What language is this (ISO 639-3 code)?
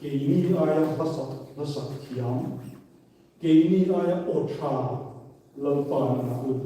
hmr